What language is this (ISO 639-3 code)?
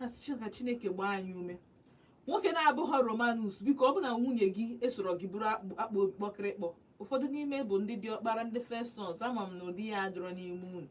ibo